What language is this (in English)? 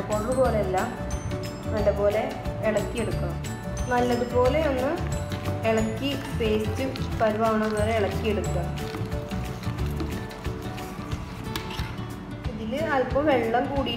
Malayalam